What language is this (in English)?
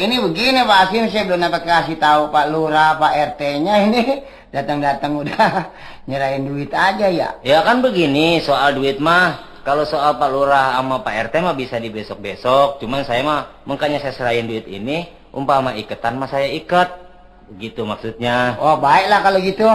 Betawi